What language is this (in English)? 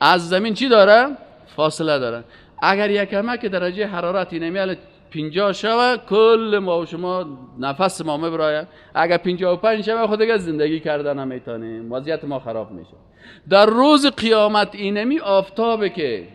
Persian